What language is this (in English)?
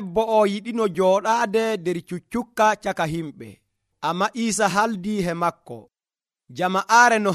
Nigerian Fulfulde